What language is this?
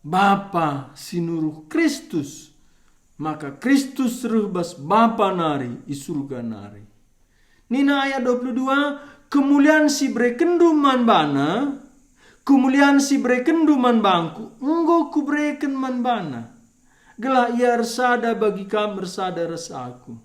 Batak Karo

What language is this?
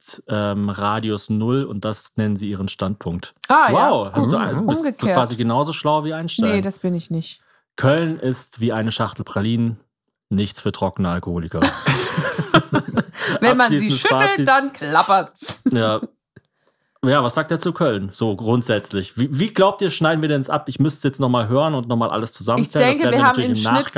German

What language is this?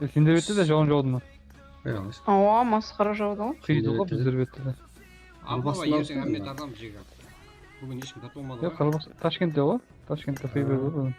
Kara-Kalpak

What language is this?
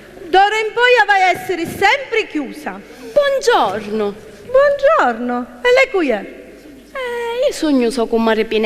Sicilian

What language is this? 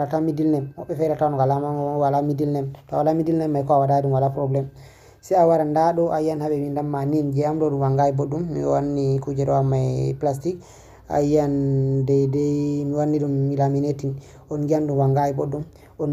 Fula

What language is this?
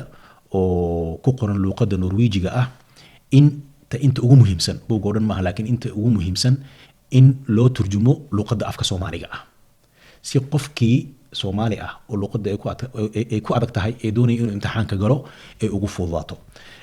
Somali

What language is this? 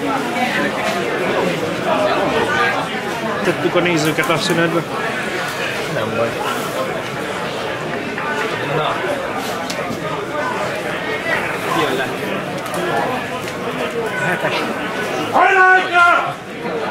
Hungarian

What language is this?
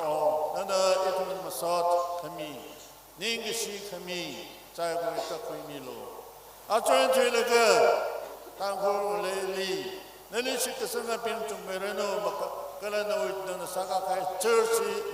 Tangkhul Naga (India)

